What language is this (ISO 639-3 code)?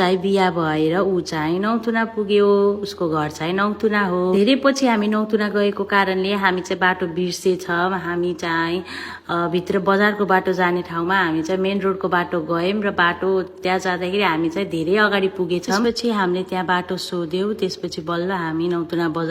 nep